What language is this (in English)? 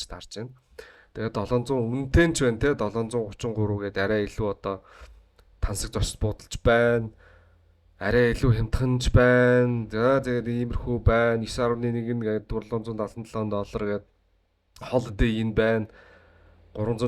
Mongolian